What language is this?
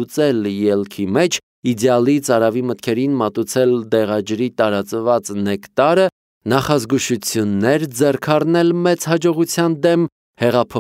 Armenian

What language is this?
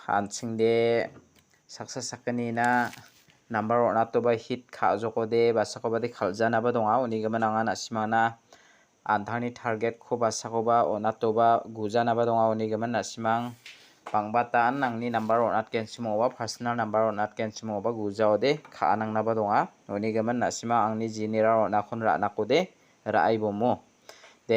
Garo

